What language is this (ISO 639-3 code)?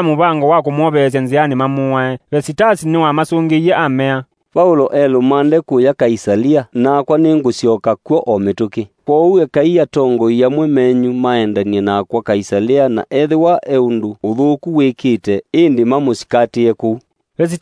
kam